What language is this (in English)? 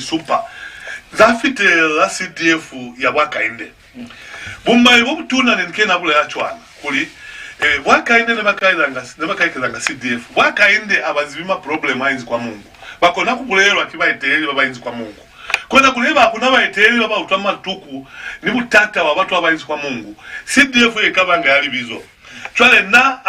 Lozi